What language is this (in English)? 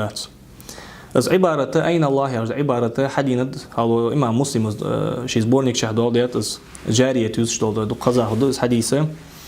Ingush